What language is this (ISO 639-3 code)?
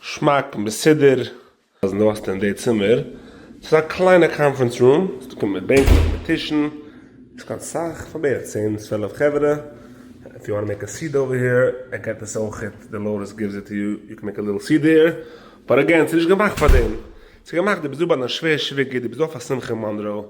yid